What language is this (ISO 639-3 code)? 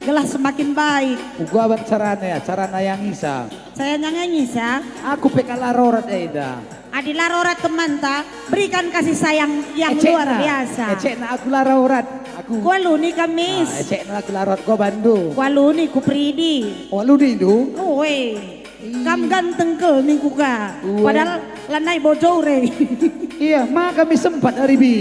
btx